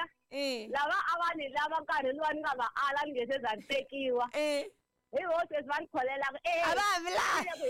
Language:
Tsonga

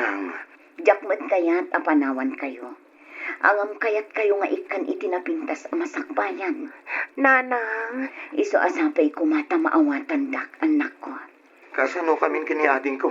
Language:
Iloko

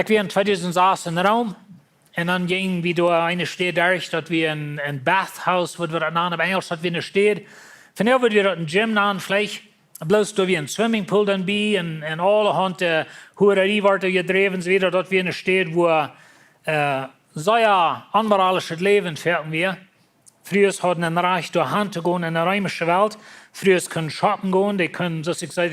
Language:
Plautdietsch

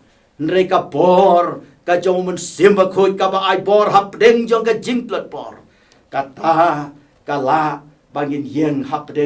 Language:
Khasi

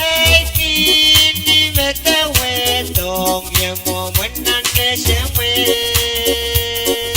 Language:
Pohnpeian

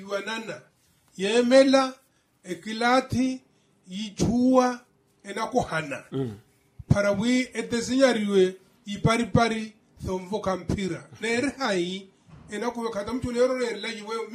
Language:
Makhuwa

